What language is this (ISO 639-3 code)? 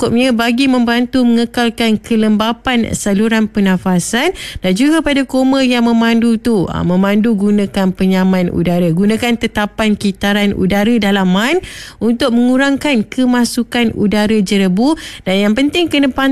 msa